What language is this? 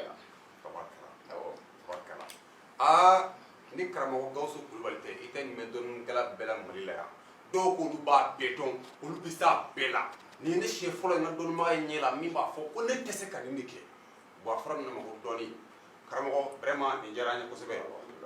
Bambara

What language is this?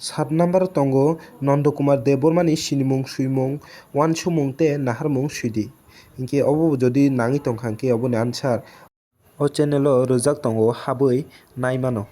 Kok Borok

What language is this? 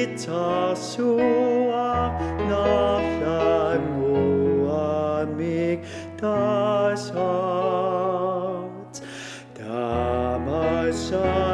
Kalaallisut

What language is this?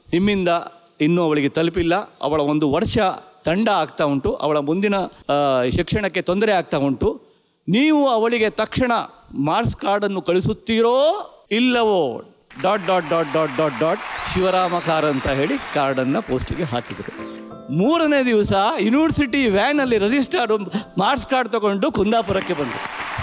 Kannada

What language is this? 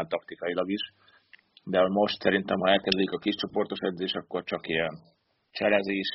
Hungarian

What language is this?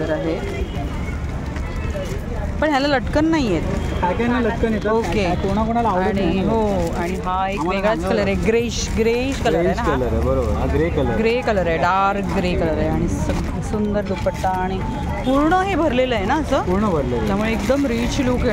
Marathi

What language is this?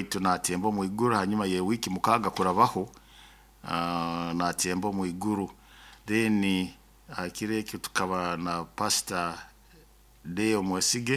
Nyoro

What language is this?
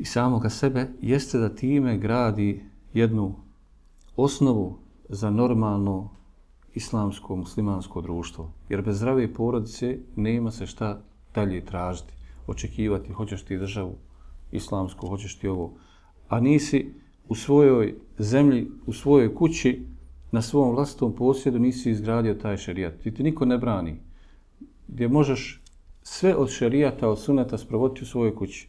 Bosnian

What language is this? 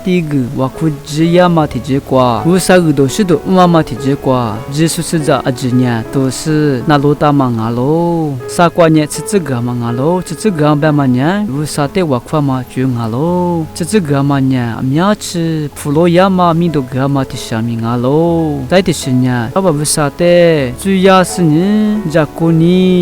Lisu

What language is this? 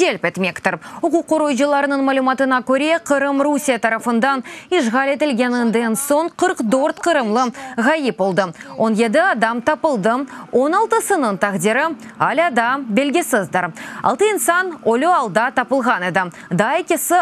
Crimean Tatar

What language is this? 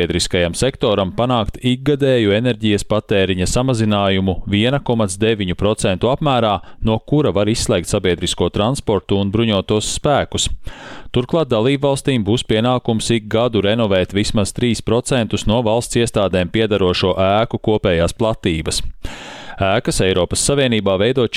Latvian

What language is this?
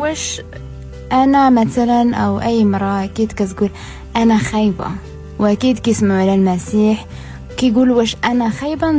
Moroccan Arabic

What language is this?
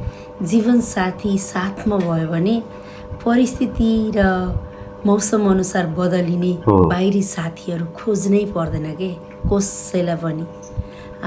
Nepali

